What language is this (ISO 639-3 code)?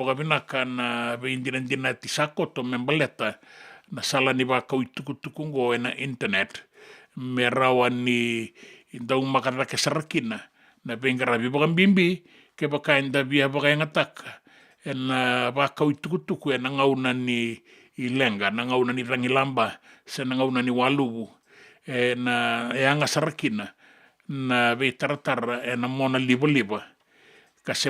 fij